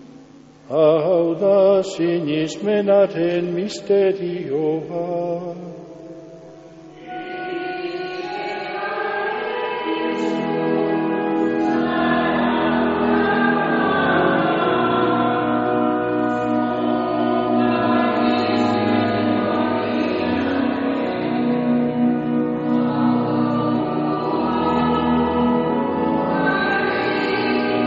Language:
Basque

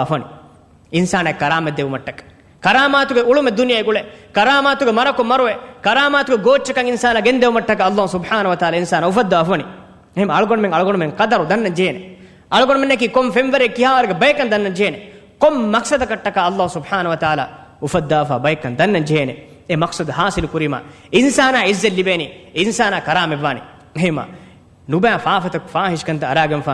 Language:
Divehi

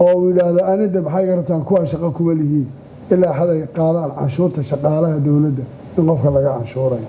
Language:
Somali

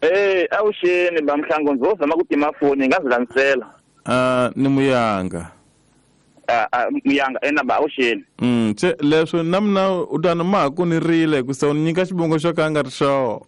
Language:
Tsonga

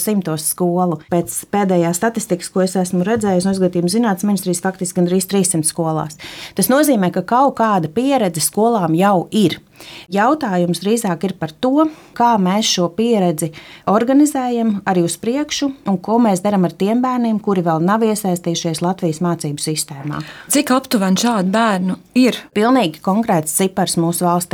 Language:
Latvian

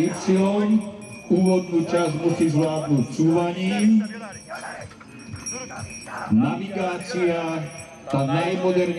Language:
Slovak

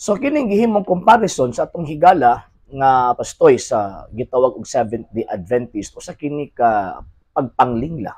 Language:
Cebuano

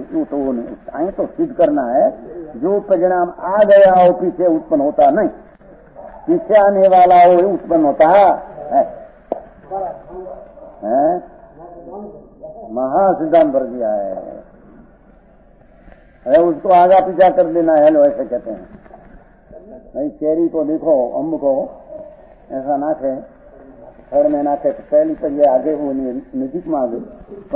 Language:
Hindi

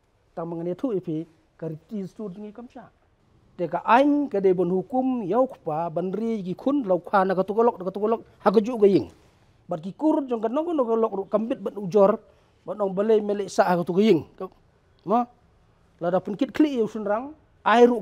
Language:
Khasi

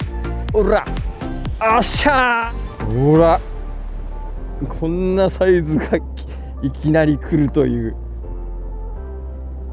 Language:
Japanese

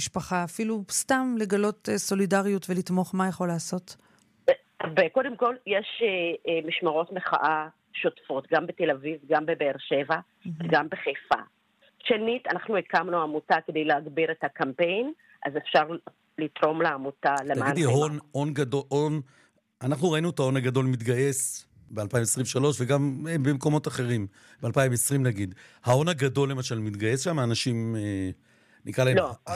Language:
Hebrew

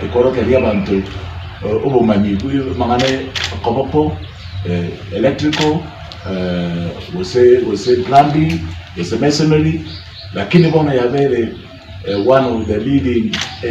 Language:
Gusii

